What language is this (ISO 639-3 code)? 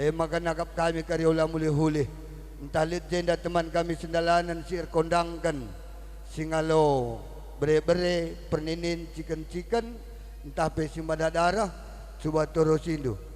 btx